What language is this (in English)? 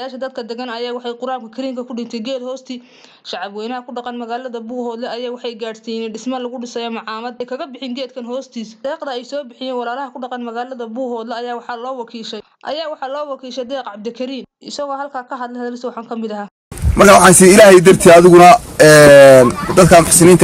Somali